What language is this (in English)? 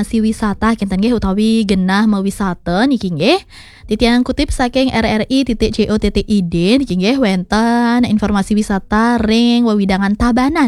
Balinese